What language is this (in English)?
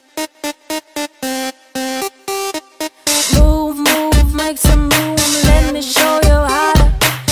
English